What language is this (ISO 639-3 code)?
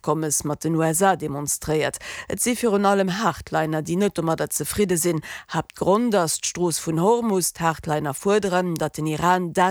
ltz